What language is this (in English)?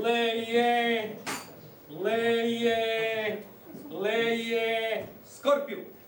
Neapolitan